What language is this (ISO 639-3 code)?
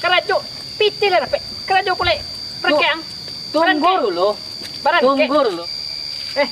min